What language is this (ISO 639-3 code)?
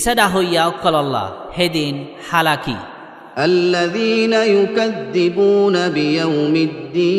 rhg